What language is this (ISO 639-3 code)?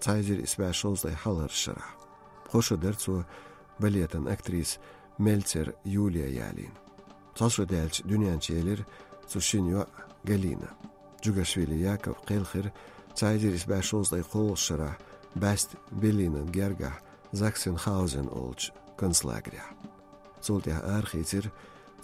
che